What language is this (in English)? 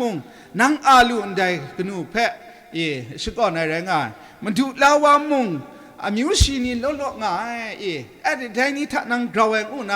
Kachin